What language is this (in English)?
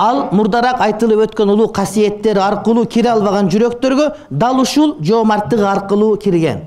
Kyrgyz